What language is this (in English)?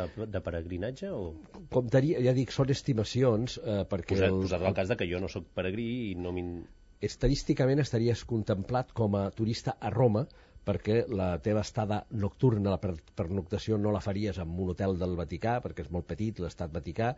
Catalan